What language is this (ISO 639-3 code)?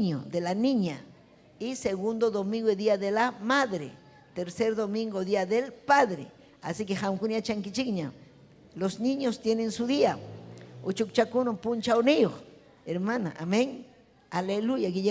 quy